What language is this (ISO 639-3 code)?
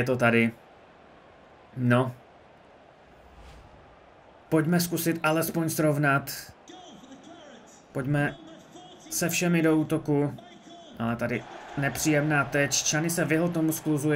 ces